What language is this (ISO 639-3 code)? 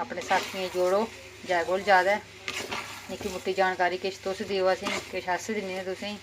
doi